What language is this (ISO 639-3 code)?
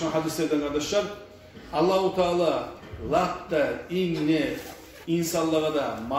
kum